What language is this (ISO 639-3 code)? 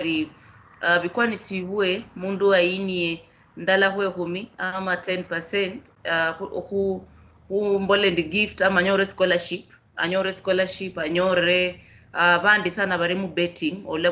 luy